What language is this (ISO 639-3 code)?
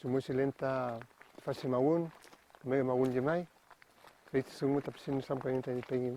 arn